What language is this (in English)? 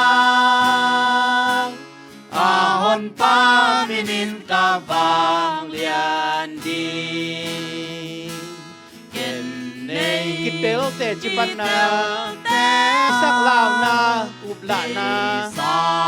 Tedim Chin